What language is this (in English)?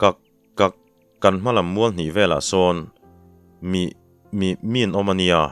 Mizo